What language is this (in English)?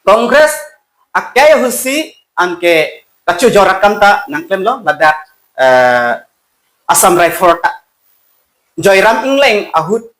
Karbi